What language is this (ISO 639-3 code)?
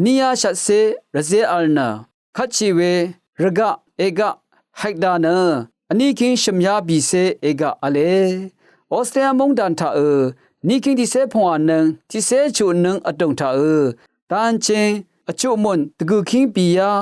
raw